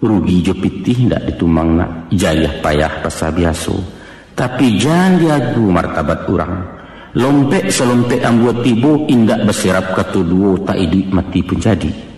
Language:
Minangkabau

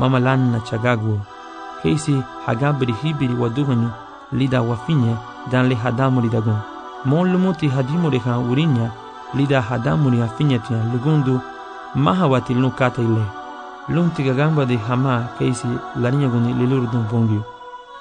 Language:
Garifuna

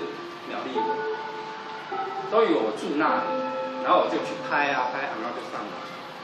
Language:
Chinese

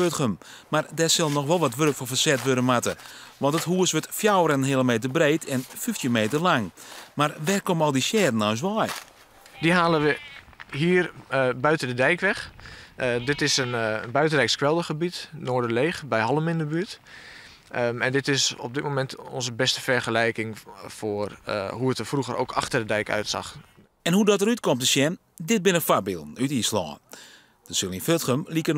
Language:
Western Frisian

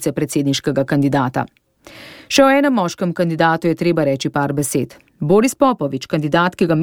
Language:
Slovenian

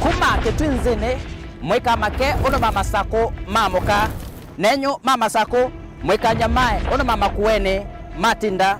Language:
Kamba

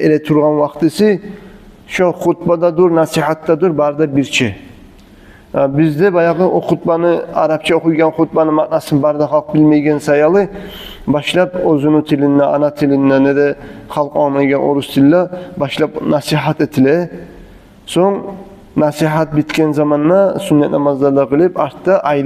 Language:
Kumyk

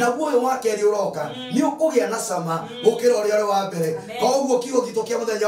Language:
Kikuyu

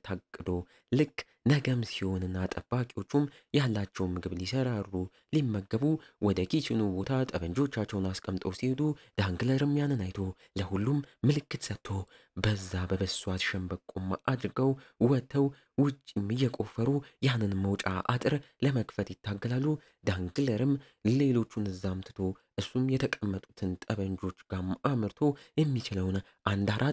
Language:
Amharic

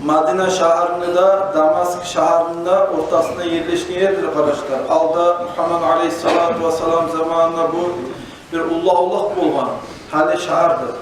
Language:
Kumyk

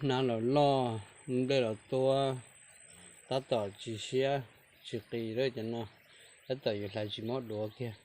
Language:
Hmong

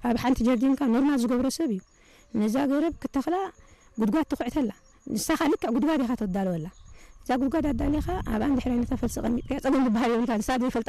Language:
Tigrinya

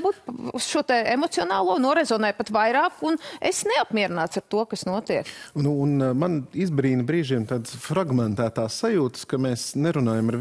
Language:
Latvian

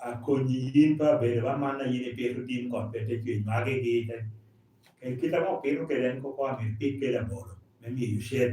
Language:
Lango (Uganda)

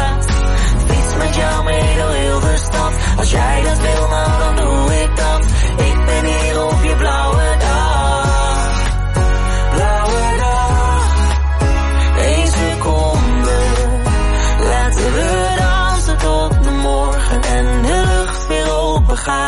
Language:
Dutch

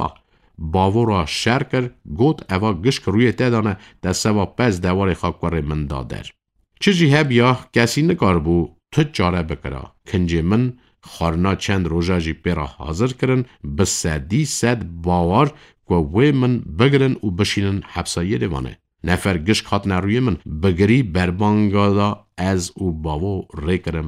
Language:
Kurdish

